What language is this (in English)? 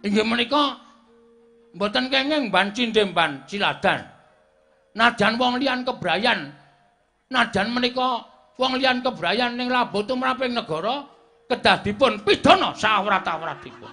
Javanese